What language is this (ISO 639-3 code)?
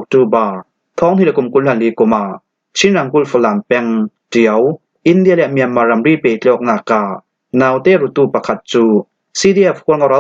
cfm